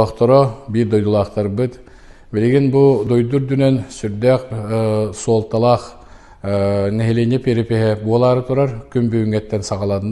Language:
Yakut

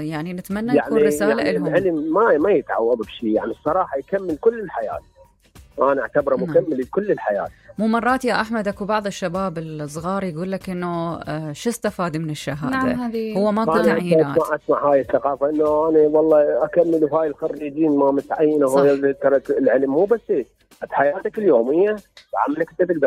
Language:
Mesopotamian Arabic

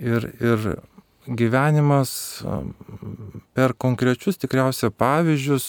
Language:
Lithuanian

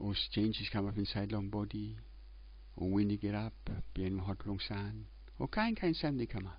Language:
Tok Pisin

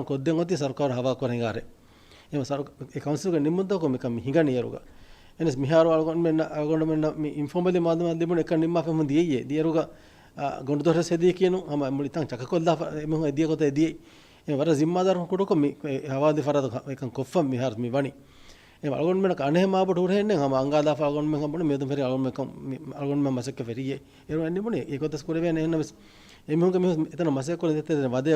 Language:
Divehi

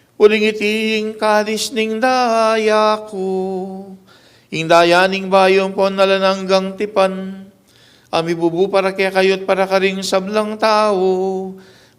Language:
Pampanga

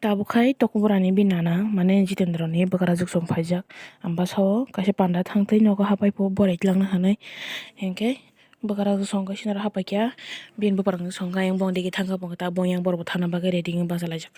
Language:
Kok Borok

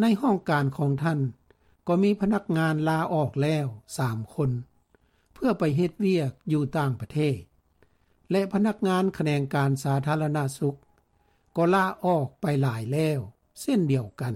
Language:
Lao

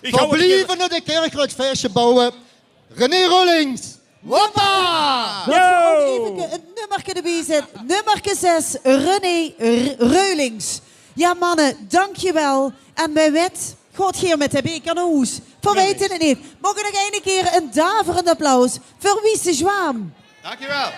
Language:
Limburgish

